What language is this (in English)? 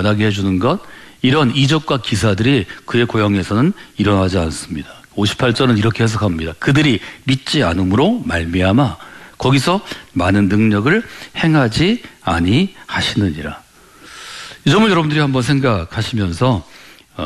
Korean